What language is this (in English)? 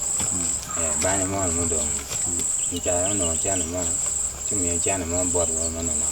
Acoli